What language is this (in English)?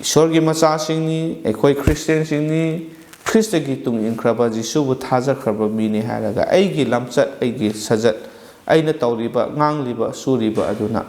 Manipuri